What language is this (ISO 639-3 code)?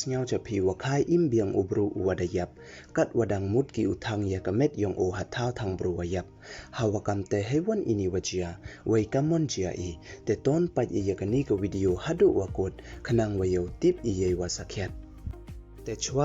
pbv